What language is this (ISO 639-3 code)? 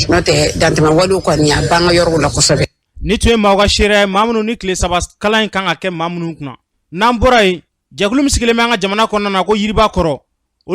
bam